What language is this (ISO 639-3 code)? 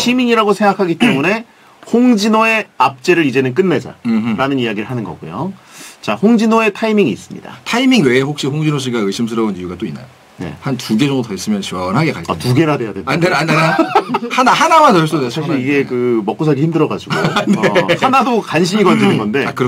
kor